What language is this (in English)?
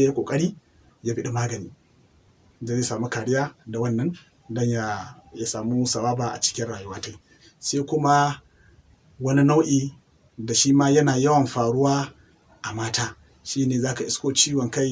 Hausa